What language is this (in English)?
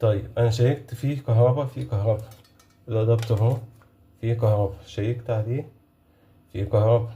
Egyptian Arabic